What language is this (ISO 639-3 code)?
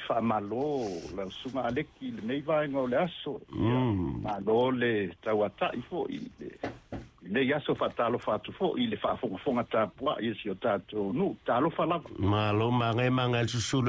smo